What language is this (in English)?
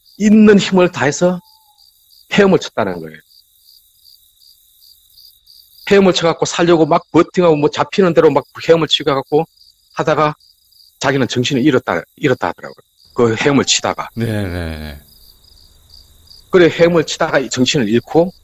Korean